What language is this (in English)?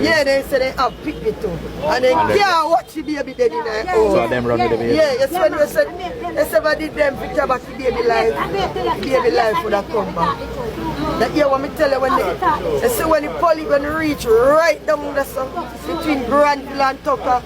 Jamaican Creole English